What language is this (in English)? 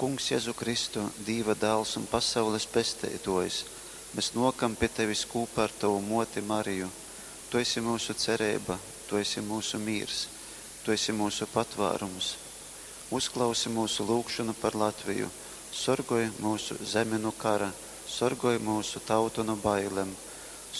Latgalian